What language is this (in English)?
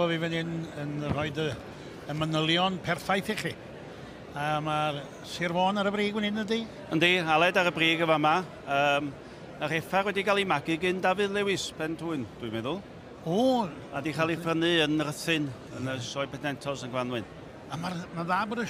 Welsh